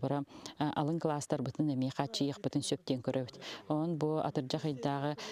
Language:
Yakut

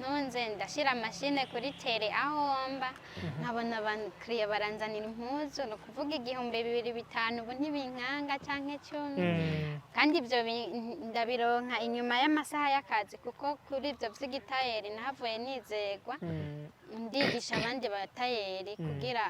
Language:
Rundi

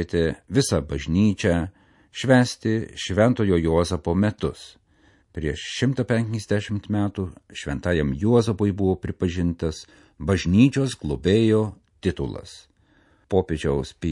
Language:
Lithuanian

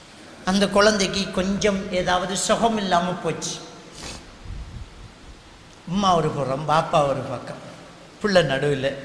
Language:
Tamil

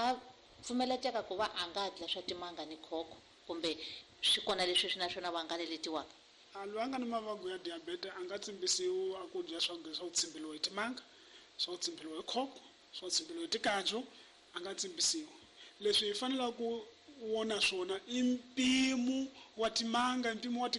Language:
Tsonga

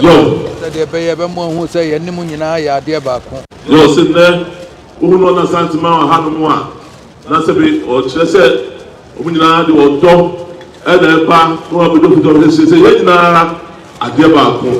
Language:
Akan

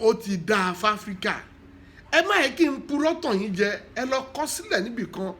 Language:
Yoruba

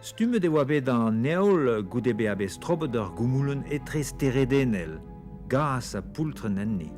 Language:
Breton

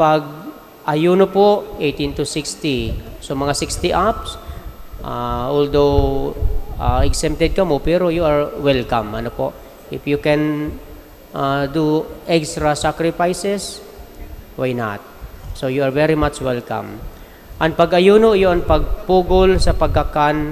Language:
Bikol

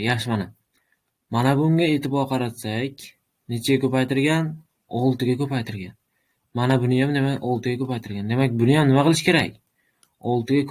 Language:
Uzbek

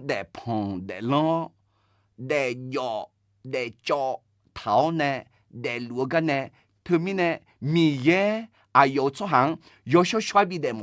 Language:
Akha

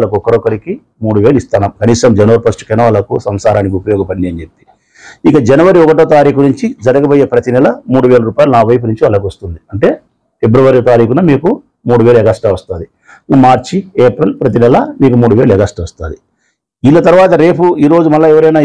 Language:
Telugu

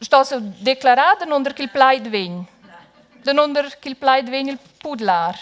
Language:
Romansh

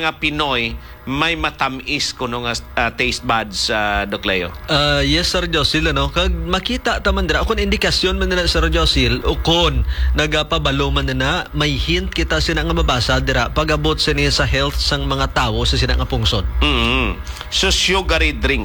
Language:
Hiligaynon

